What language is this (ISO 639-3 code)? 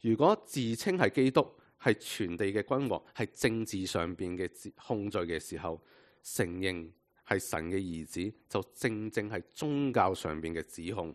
yue